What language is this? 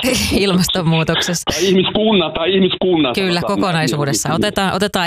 Finnish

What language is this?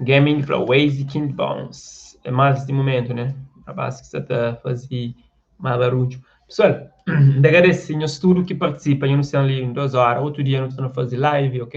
Kabuverdianu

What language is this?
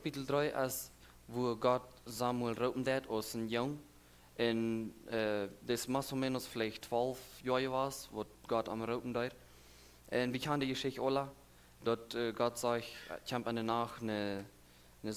Plautdietsch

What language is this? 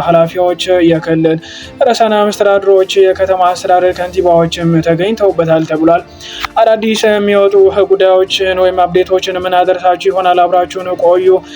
Amharic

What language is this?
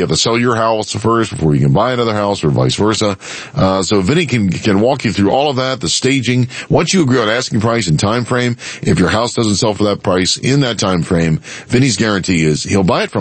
English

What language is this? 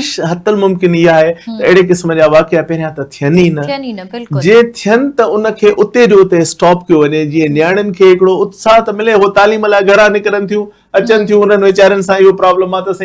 Sindhi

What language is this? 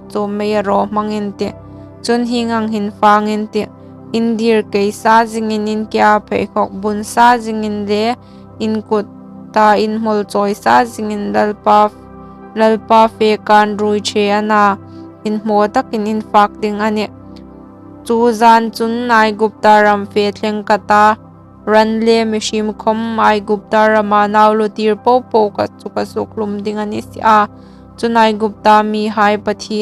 Hmar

